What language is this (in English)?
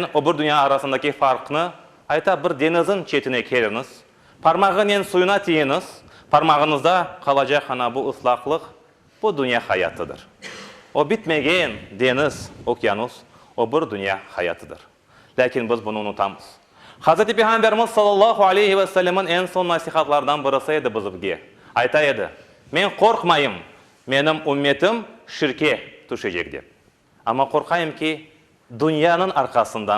Crimean Tatar